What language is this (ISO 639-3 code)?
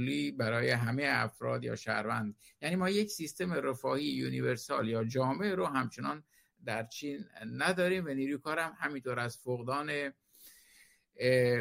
fas